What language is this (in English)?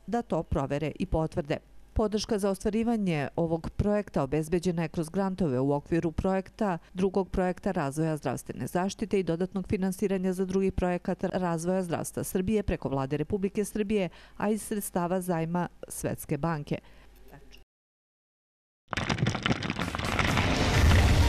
Serbian